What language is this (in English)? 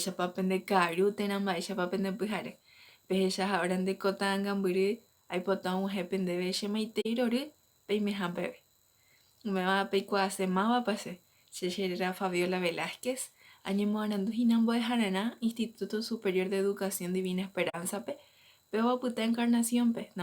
Guarani